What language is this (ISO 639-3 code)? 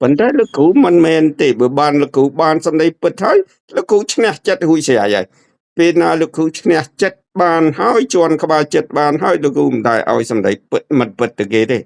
khm